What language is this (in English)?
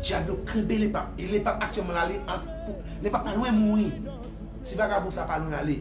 Haitian Creole